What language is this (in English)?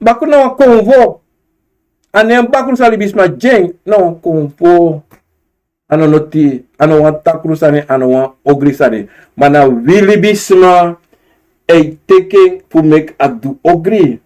Sranan Tongo